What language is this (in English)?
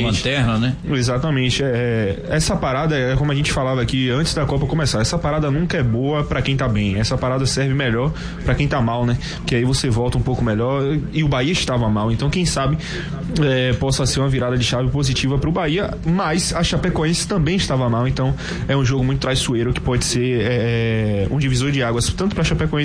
Portuguese